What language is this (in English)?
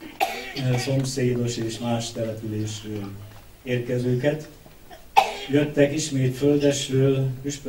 Hungarian